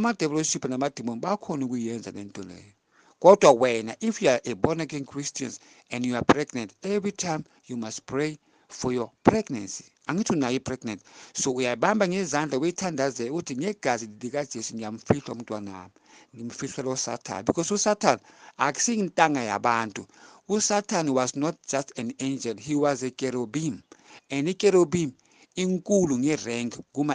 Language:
Zulu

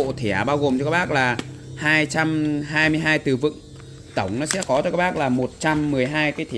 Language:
Vietnamese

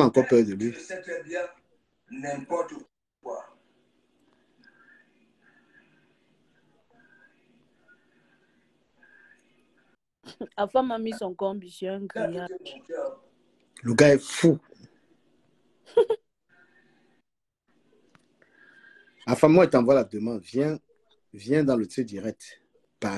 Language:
French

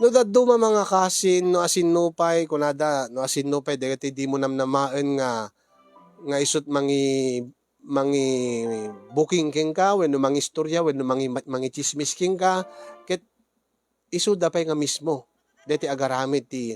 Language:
Iloko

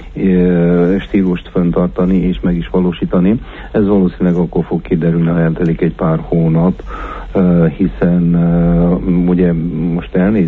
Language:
Hungarian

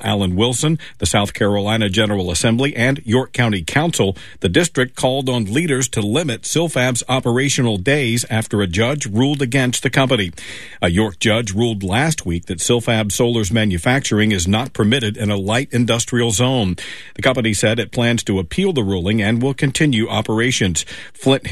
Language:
English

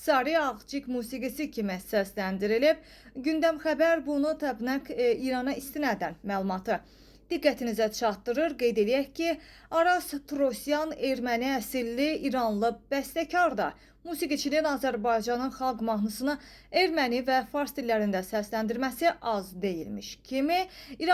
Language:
Azerbaijani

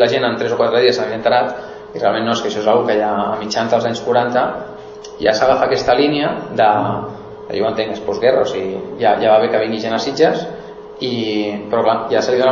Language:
Catalan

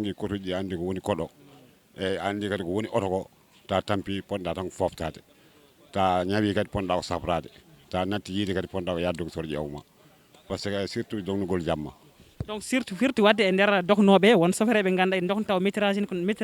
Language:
Fula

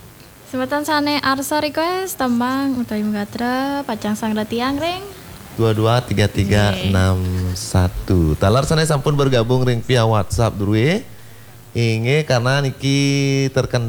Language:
Balinese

